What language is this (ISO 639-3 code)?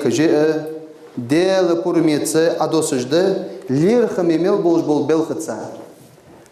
inh